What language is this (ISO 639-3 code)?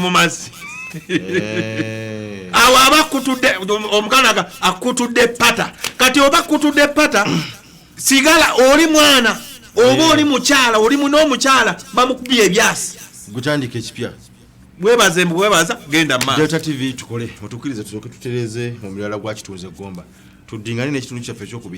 lug